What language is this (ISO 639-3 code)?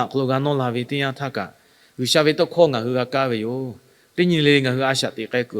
lhu